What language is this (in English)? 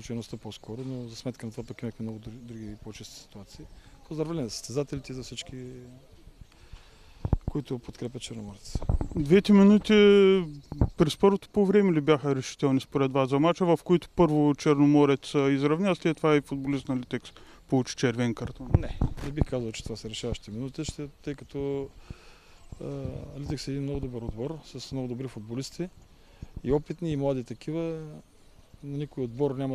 Bulgarian